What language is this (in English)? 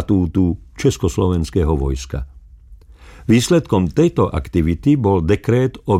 Slovak